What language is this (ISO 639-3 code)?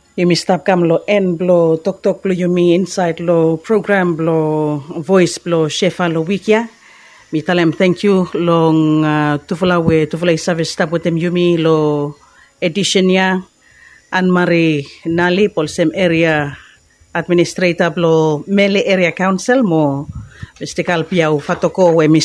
bis